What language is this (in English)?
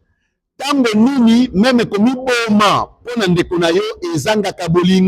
Lingala